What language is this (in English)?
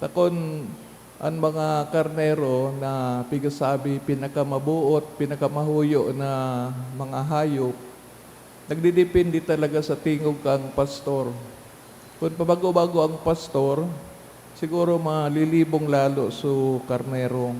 Bikol